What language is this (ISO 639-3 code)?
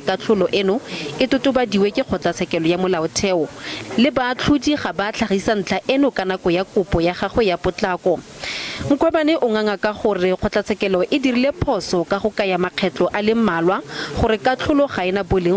tsn